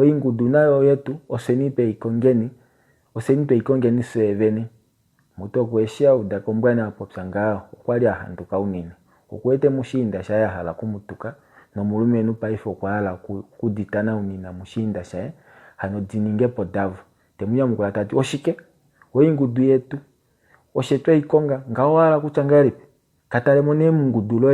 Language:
Kuanyama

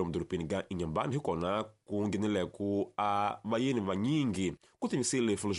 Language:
Tsonga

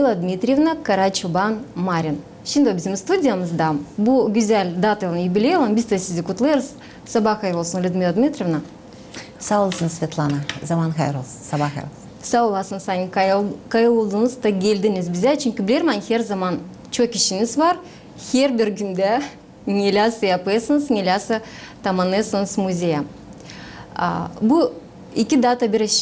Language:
Gagauz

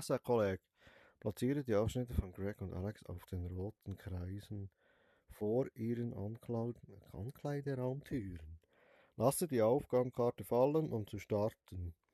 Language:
Swiss German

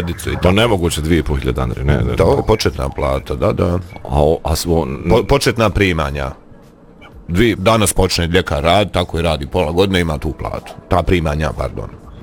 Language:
Bosnian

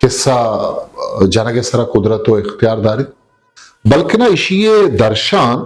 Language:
Eastern Balochi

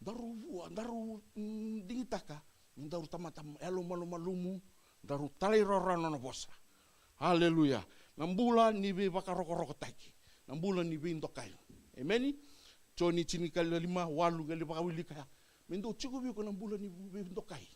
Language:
Fijian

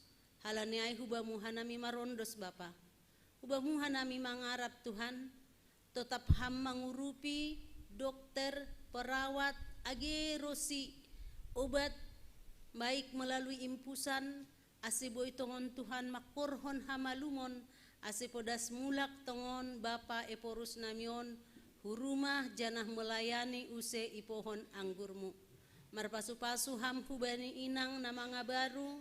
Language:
Batak Simalungun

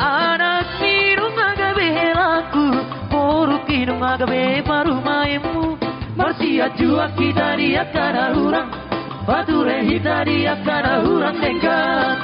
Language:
Batak Toba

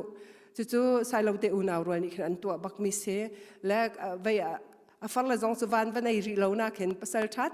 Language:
Hakha Chin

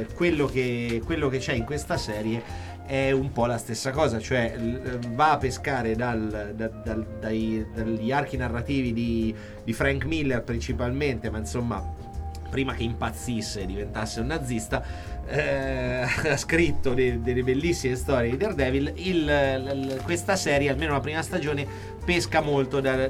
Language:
Italian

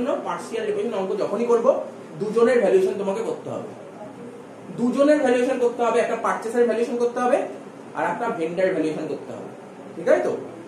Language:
Bangla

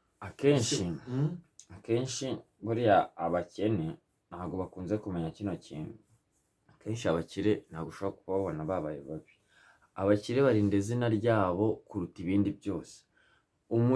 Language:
Kinyarwanda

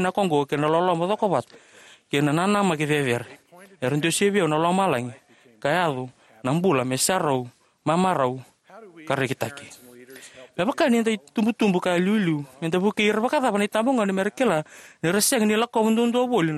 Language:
Fijian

